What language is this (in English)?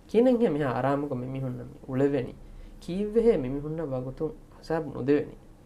Divehi